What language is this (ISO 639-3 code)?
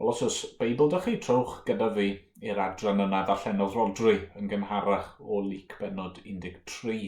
cym